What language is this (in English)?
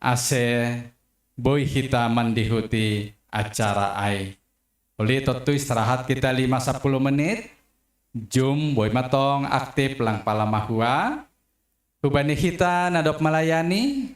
Batak Simalungun